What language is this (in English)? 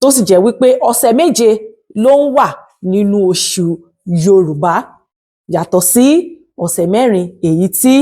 Yoruba